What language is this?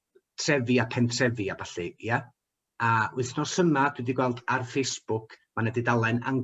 Welsh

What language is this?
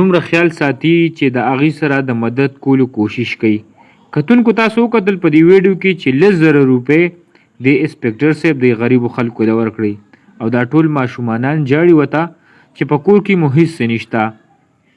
Pashto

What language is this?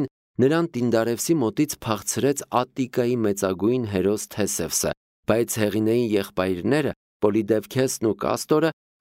Armenian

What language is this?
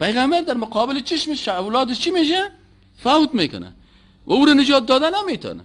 Persian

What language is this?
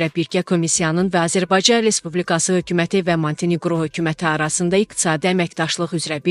Azerbaijani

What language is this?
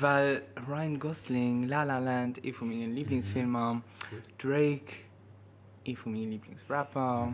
Luxembourgish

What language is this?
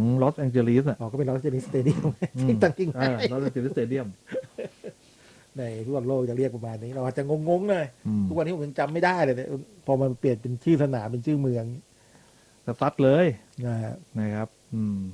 Thai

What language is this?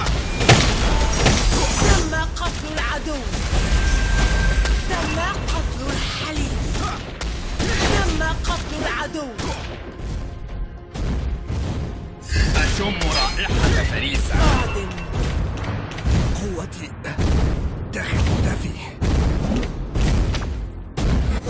Arabic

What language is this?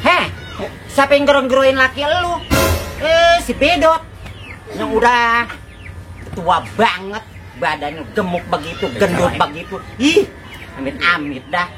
Betawi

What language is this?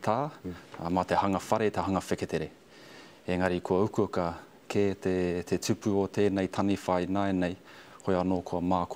Māori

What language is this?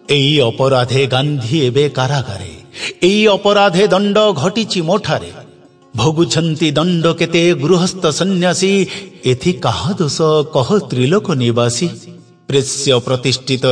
Odia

